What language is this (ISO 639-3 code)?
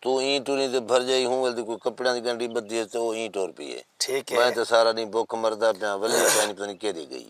skr